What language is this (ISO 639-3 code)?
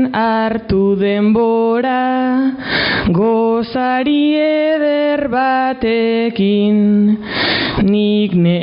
eus